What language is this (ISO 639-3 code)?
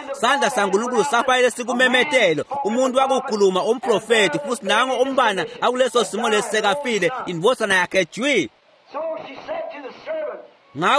ssw